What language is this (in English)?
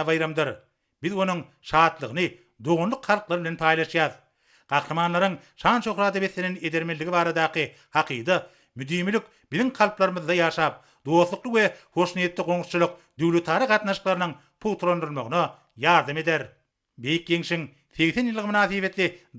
Turkmen